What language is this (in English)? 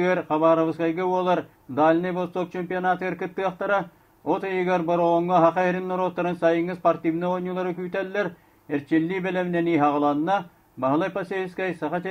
Yakut